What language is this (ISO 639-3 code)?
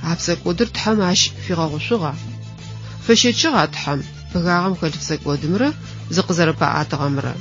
ady